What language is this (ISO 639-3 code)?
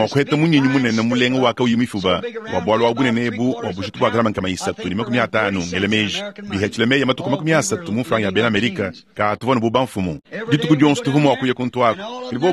lua